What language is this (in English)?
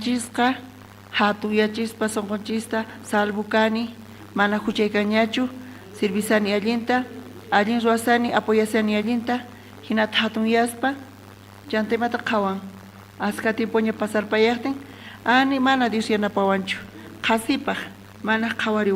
South Bolivian Quechua